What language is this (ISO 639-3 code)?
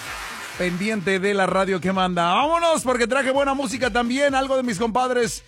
spa